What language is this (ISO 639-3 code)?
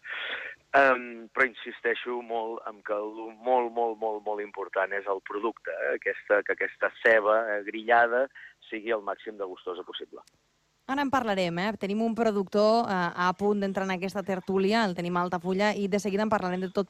cat